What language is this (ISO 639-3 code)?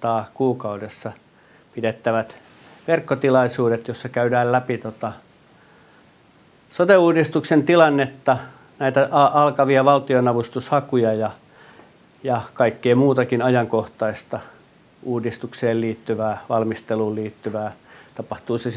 fin